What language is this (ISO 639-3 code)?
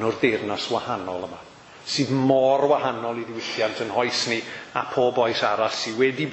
cym